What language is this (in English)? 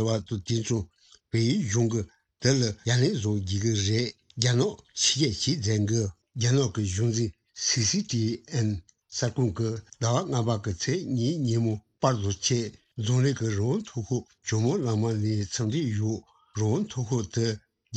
Tibetan